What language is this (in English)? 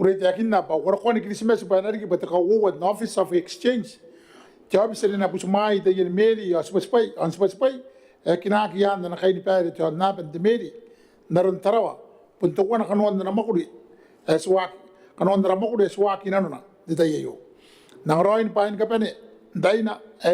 Gilbertese